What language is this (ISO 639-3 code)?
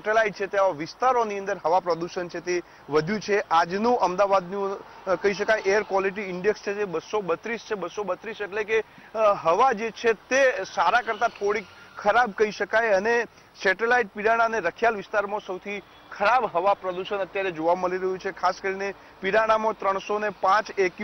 guj